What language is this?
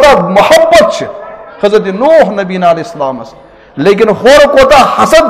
Kashmiri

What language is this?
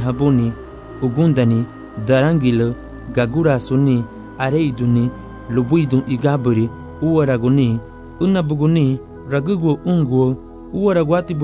Garifuna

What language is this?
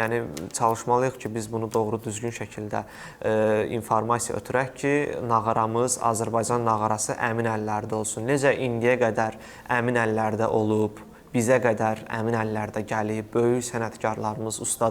Azerbaijani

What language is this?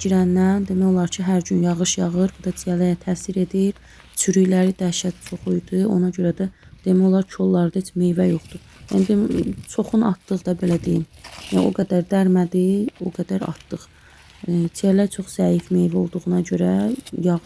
Azerbaijani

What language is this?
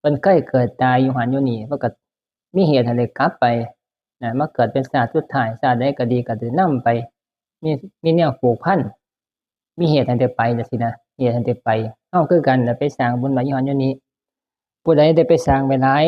Northeastern Thai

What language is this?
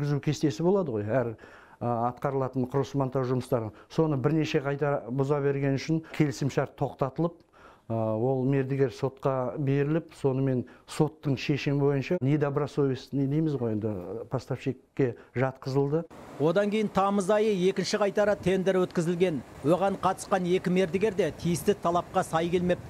Kazakh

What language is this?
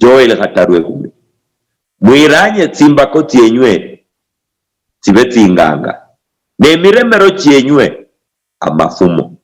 Luyia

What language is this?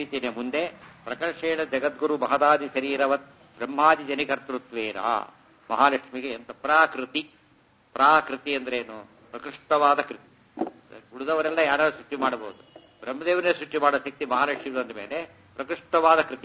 Kannada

